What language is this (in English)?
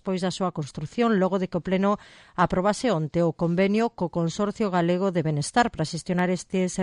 Galician